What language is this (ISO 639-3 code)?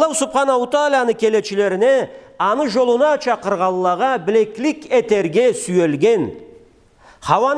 krc